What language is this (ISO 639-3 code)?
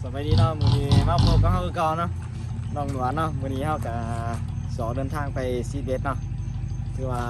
lao